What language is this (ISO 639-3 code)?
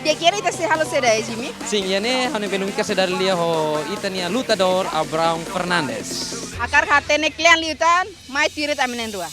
tet